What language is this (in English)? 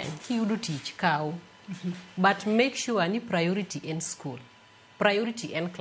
Luo (Kenya and Tanzania)